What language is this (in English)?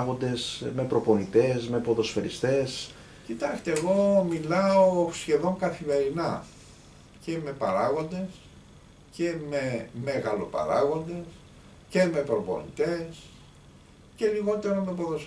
Greek